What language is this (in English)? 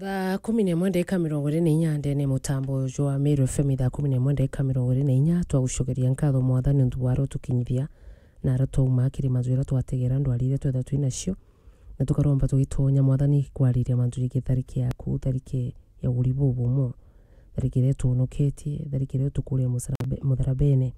Meru